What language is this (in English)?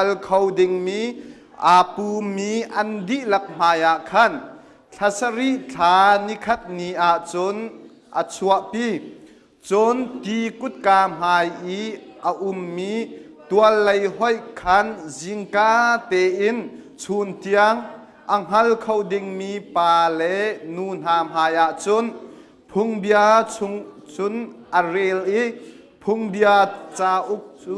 Hakha Chin